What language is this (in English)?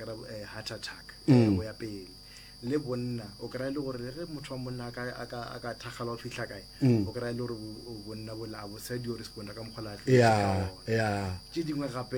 Northern Sotho